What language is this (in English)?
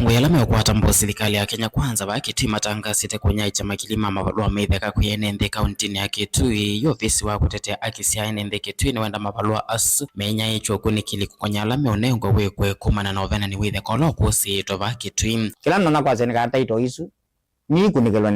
Kamba